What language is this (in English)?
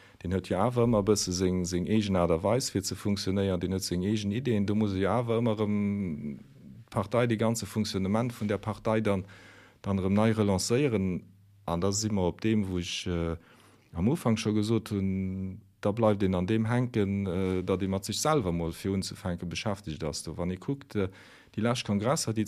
Luxembourgish